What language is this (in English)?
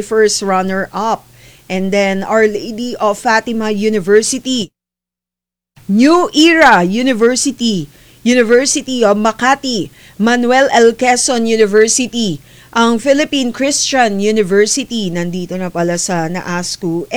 Filipino